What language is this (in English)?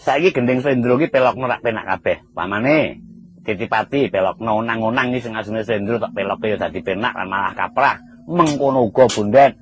Javanese